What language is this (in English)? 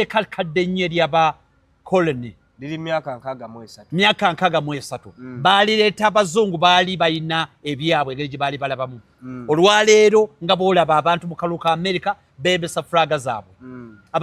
Ganda